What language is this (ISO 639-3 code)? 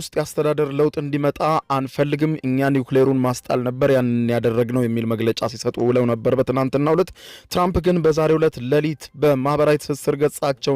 amh